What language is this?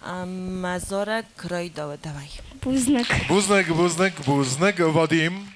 Ossetic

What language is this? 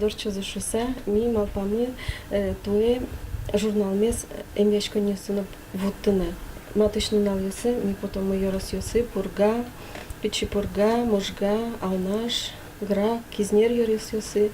Udmurt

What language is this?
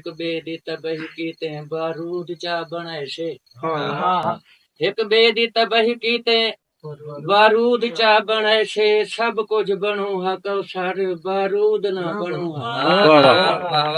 Saraiki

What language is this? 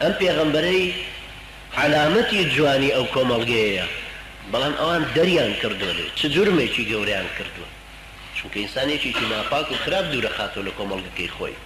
Central Kurdish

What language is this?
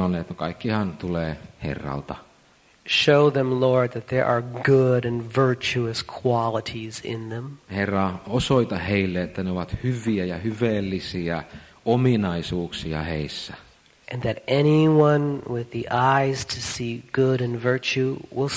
Finnish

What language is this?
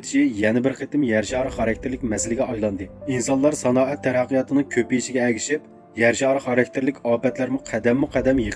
Uyghur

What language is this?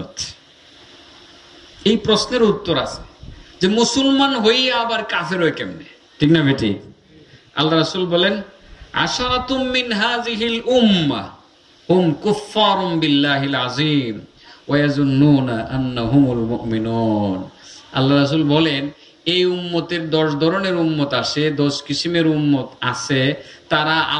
Bangla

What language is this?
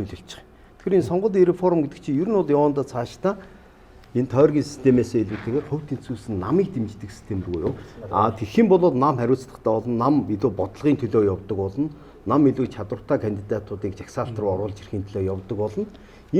Mongolian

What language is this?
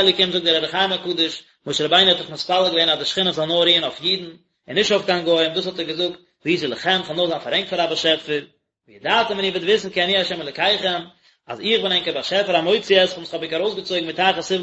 Yiddish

